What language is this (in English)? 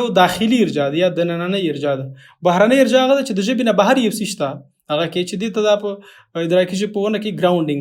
Pashto